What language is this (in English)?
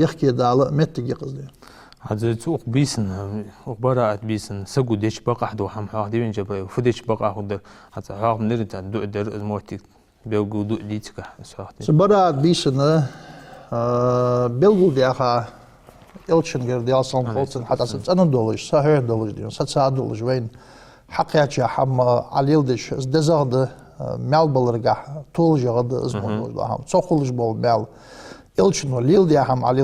Ingush